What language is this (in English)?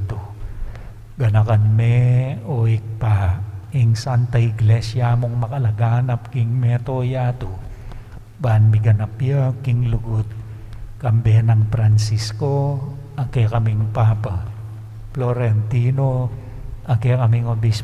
Pampanga